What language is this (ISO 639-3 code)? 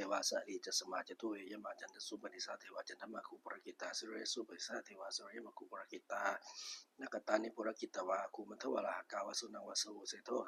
pli